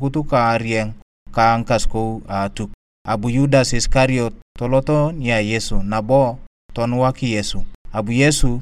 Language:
Turkana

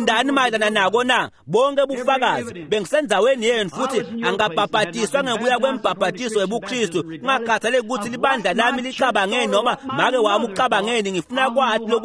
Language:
Swati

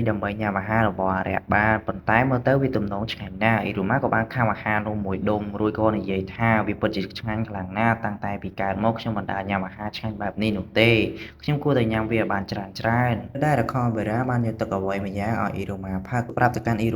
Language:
Khmer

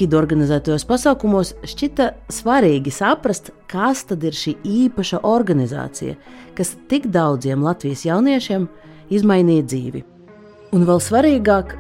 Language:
Latvian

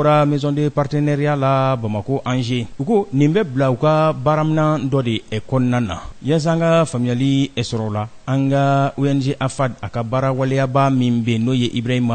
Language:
Bambara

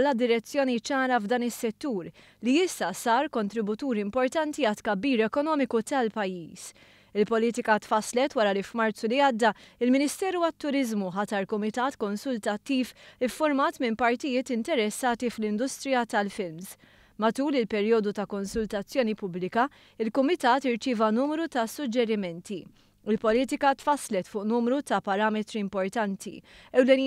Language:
Maltese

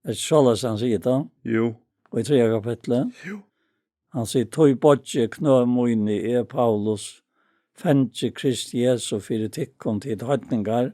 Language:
Faroese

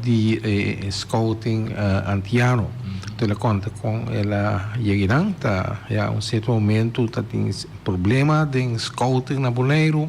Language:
Papiamento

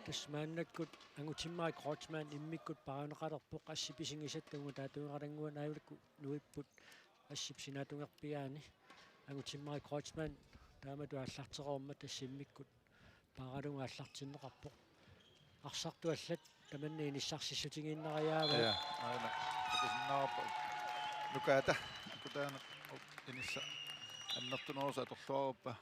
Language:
Kalaallisut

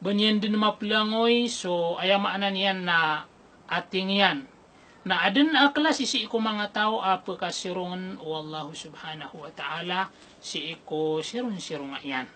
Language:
Maranao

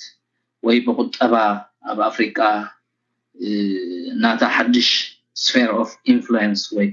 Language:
Tigrinya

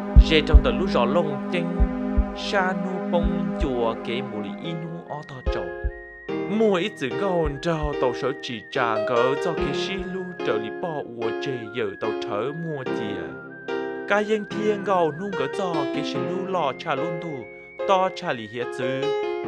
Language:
Hmong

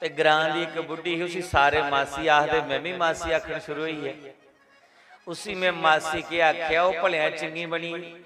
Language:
Dogri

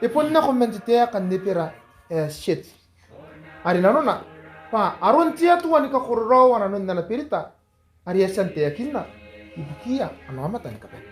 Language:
Gilbertese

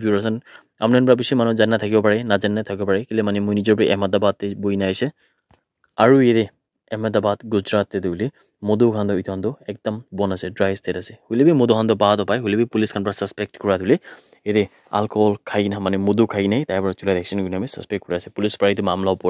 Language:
Naga Pidgin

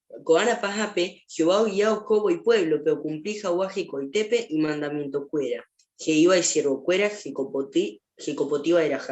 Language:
Guarani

